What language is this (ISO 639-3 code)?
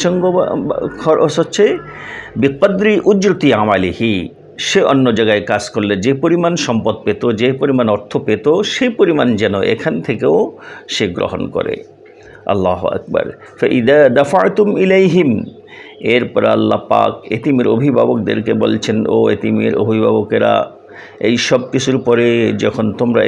ben